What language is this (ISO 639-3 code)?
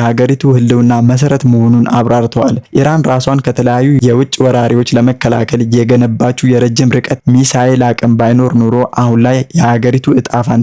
amh